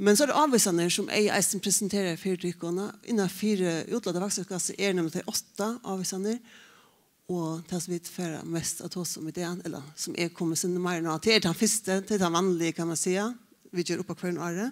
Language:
Faroese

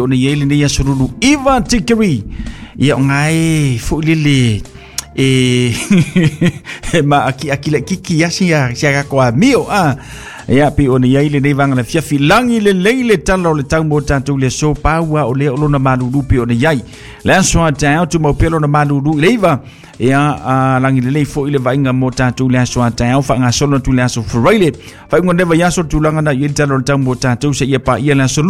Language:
Samoan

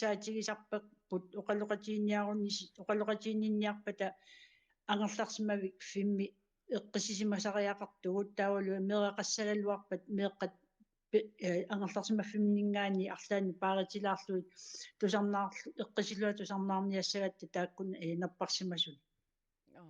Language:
Kalaallisut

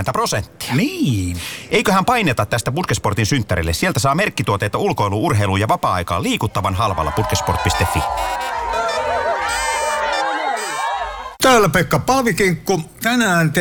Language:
Finnish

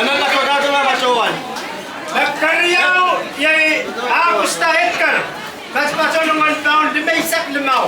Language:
Pohnpeian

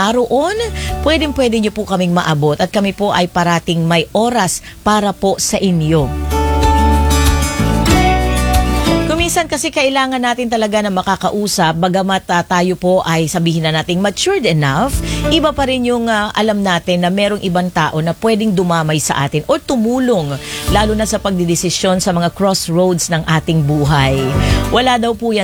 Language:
Filipino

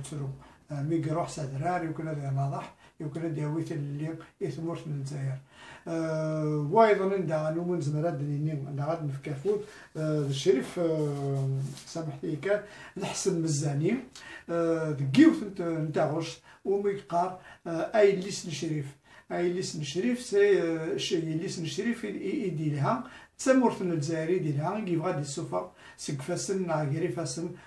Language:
Kabyle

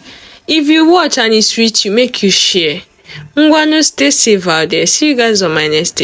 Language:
Nigerian Pidgin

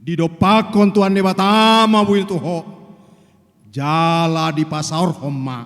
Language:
Batak Toba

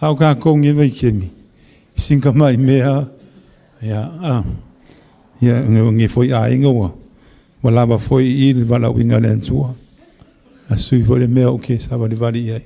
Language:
Samoan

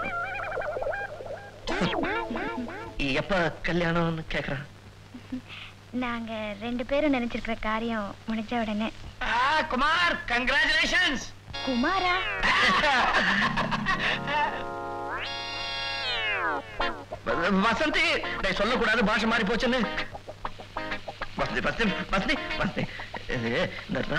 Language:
Tamil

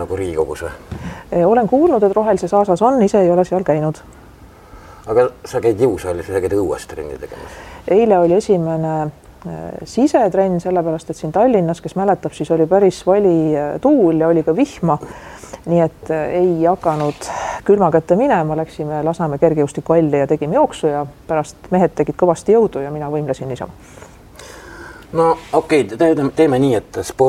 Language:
Estonian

